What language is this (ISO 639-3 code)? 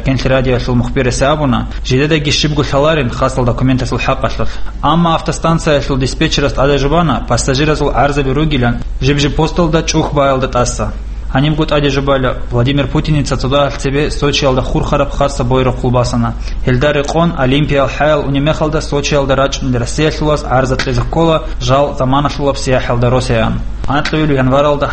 ava